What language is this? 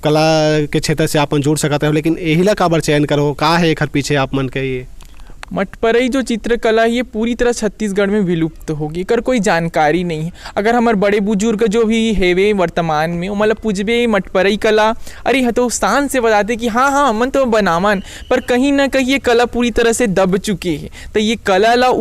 Chhattisgarhi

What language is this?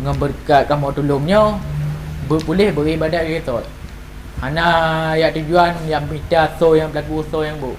Achinese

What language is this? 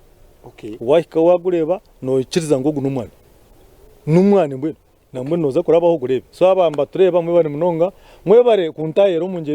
Nyankole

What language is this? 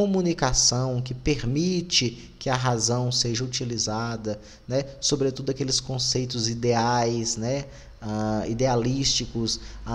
Portuguese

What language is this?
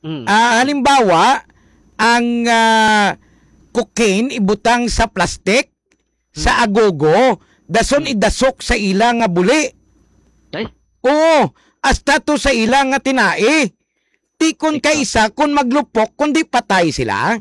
Hiligaynon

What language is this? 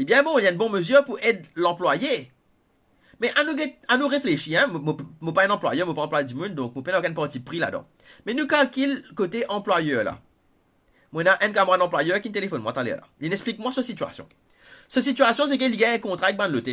Morisyen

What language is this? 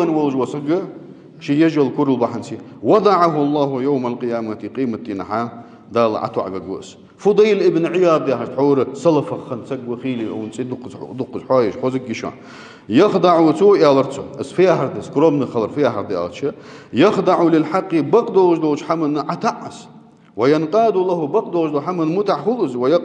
Ingush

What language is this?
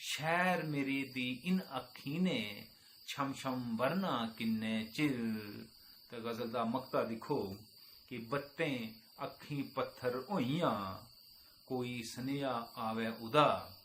Dogri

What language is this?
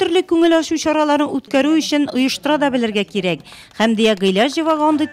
Tatar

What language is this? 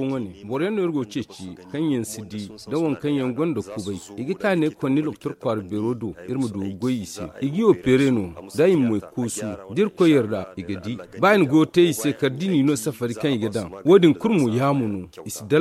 Zarma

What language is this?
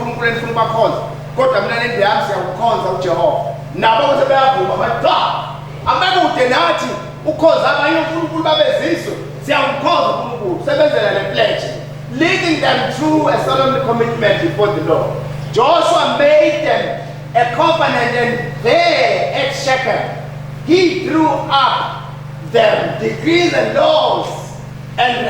Zulu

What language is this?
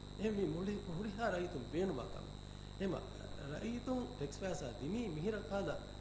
Divehi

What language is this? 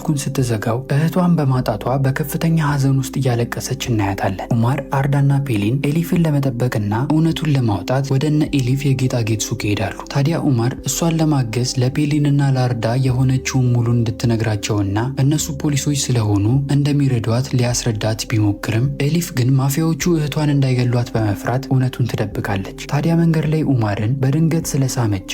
Amharic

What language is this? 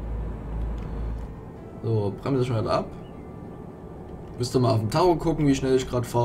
German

